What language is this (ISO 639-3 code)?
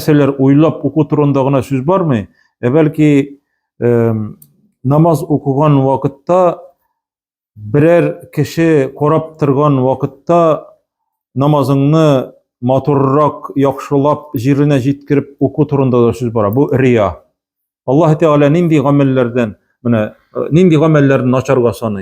tat